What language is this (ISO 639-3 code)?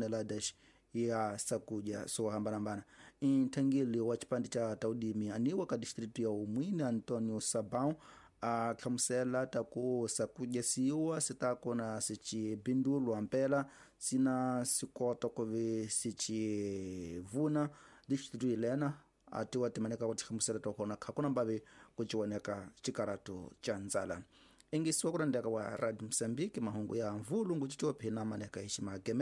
tso